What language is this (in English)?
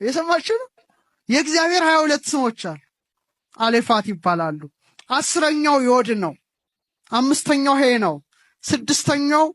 Amharic